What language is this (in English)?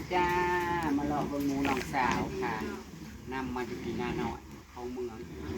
Northeastern Thai